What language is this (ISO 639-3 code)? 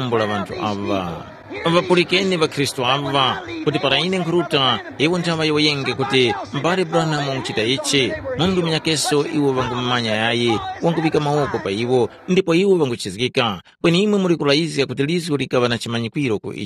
tum